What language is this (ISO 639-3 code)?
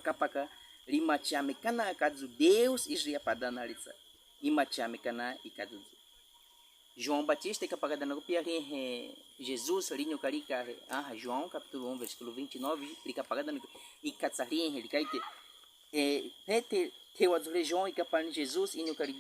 bwi